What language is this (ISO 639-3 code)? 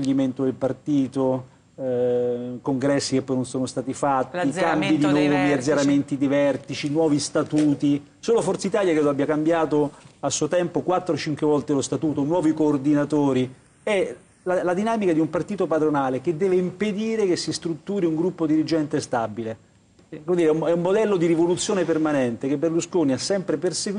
ita